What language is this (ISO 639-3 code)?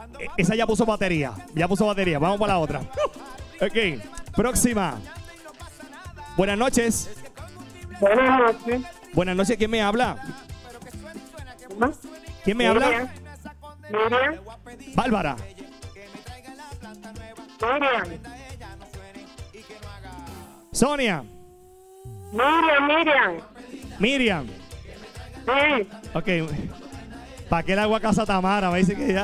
spa